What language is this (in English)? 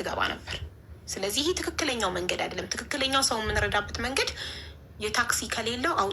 Amharic